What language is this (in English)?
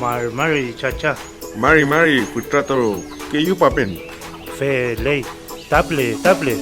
Mapuche